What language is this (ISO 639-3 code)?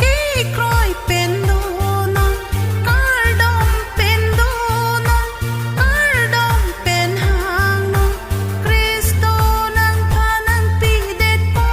mjw